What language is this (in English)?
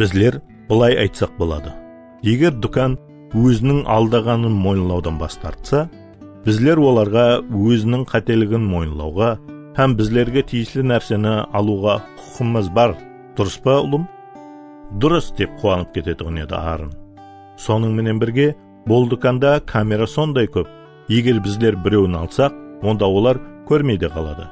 Kara-Kalpak